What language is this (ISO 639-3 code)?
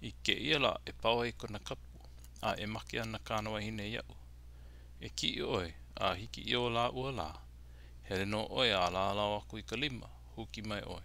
haw